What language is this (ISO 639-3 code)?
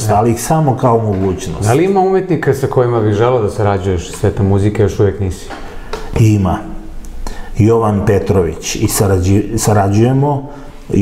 srp